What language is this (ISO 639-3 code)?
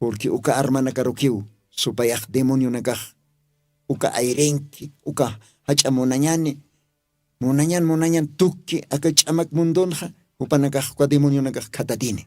aym